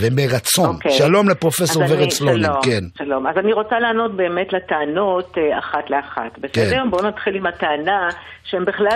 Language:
Hebrew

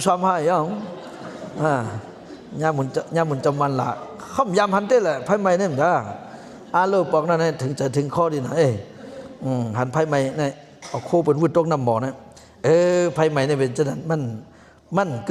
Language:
Shan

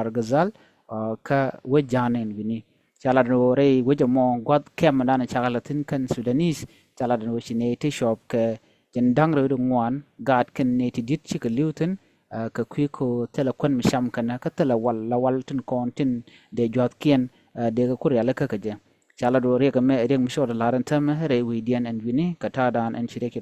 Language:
Nuer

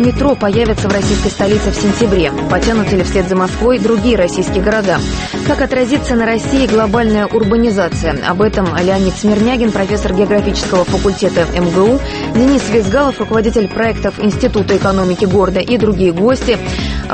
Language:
Russian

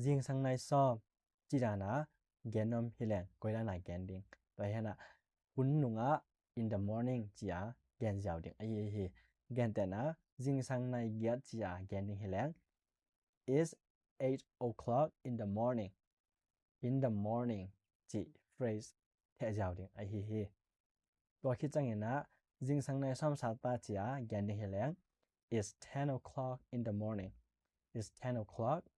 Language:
Tedim Chin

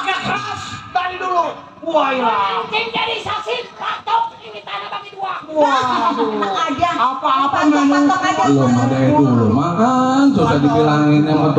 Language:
Betawi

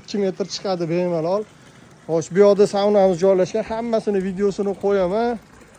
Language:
Uzbek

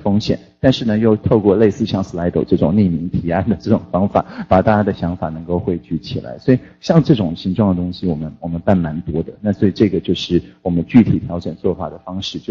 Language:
Chinese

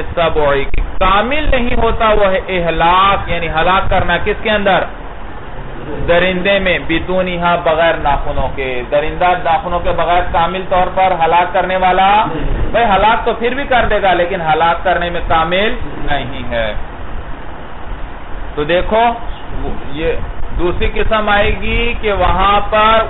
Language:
Urdu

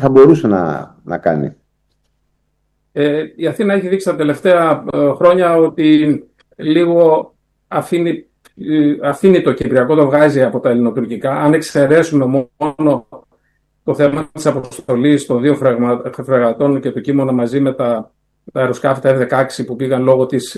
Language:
Greek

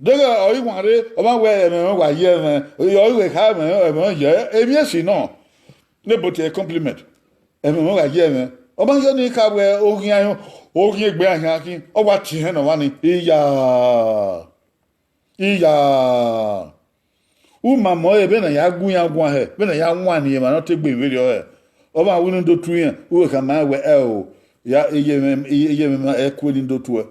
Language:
Bini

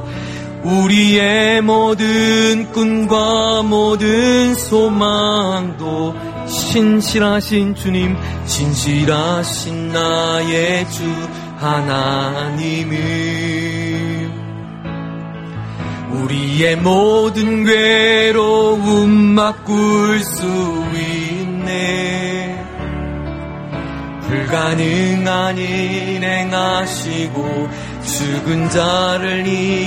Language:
Korean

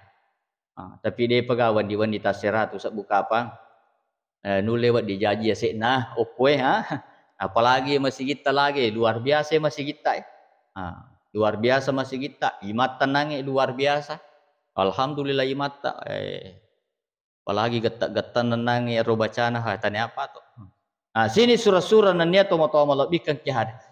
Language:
Buginese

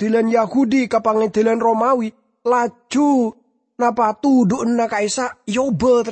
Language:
Madurese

